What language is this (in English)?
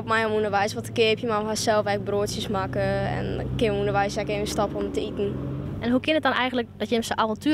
Western Frisian